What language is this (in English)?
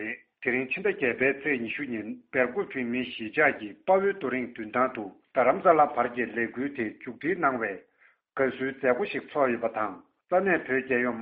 Tibetan